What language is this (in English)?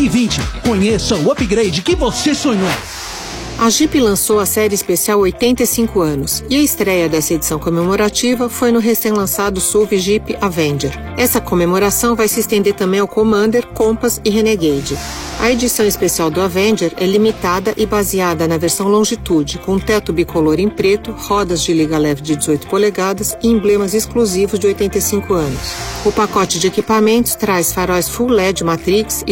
Portuguese